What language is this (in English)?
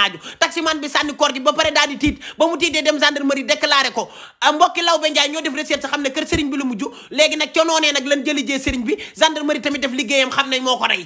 Wolof